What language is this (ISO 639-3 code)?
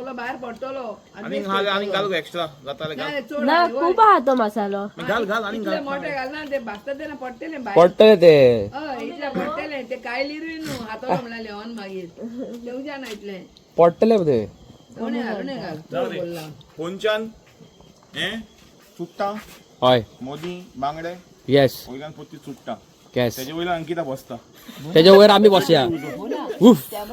kok